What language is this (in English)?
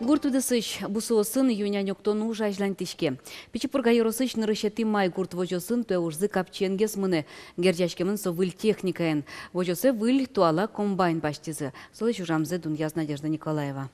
Udmurt